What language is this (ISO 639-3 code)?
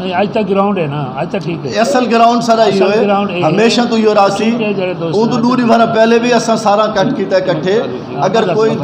skr